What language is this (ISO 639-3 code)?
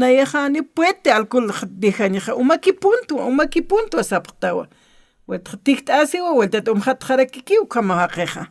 aym